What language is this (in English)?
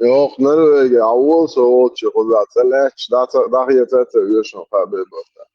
Chechen